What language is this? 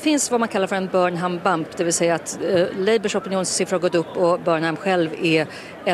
Swedish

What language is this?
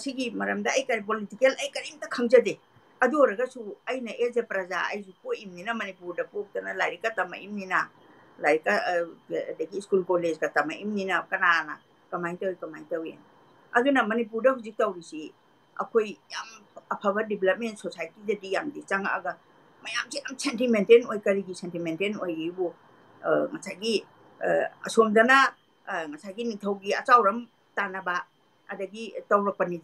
Manipuri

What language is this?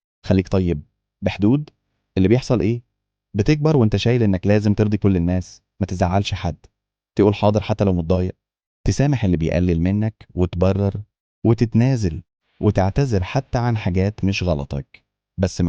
Egyptian Arabic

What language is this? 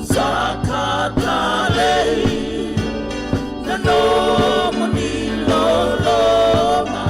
Fijian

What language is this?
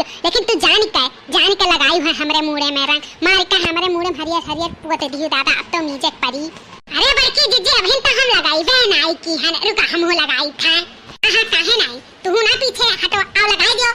Awadhi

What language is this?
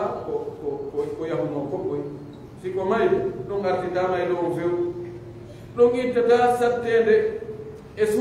Pular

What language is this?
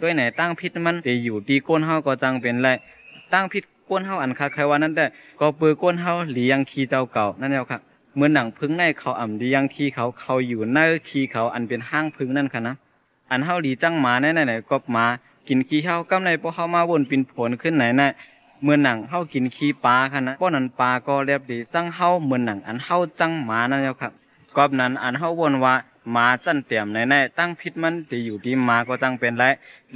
Shan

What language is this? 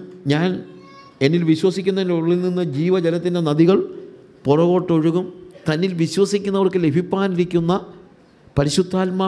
Malayalam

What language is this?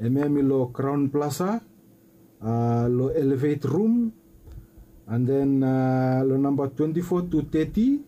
Bislama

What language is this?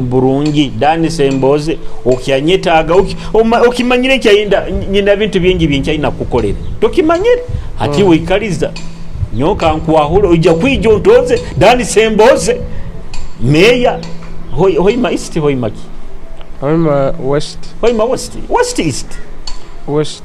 Nyoro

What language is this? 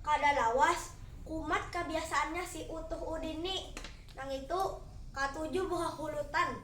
Banjar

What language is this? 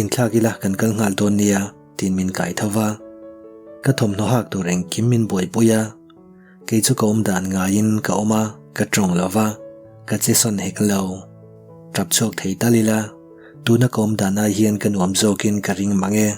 Mizo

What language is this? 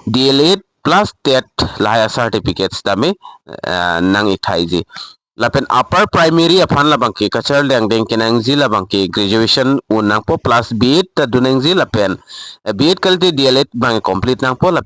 Karbi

